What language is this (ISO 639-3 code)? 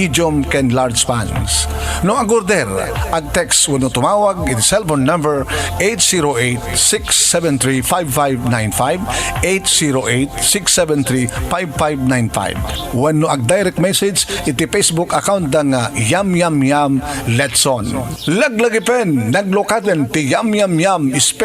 ilo